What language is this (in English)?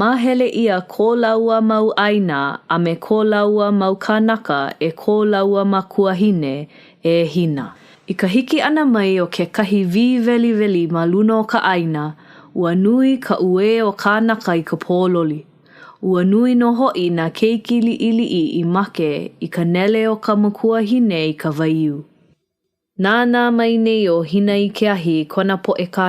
Hawaiian